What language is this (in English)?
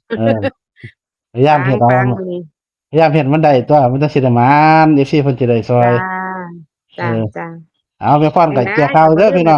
Northeastern Thai